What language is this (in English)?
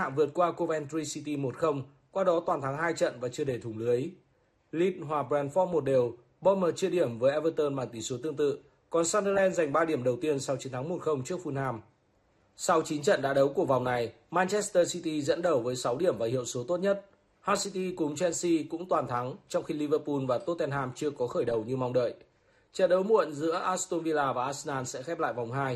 Vietnamese